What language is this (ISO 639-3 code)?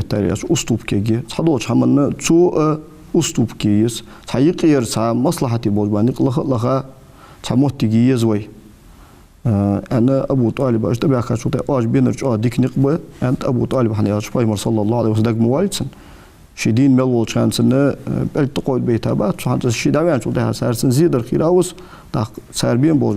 inh